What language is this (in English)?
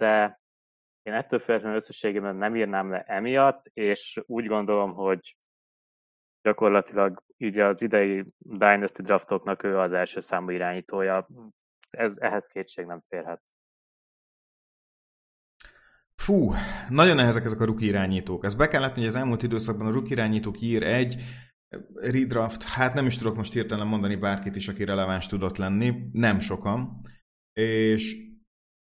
Hungarian